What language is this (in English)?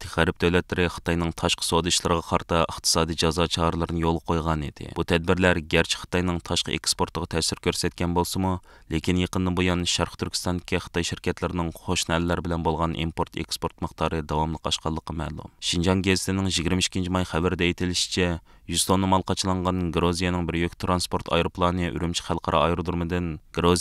Uyghur